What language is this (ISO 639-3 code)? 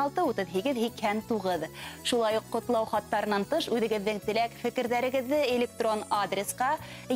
bak